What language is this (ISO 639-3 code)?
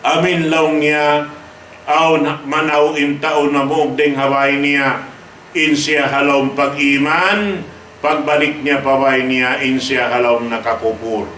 tsg